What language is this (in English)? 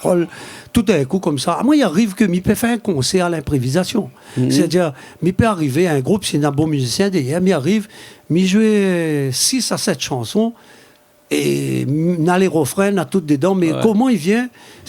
Réunion Creole French